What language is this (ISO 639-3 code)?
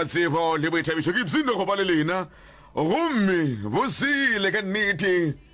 nso